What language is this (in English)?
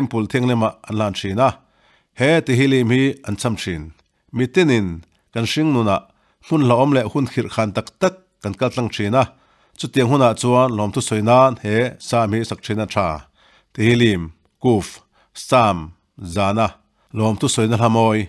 Mizo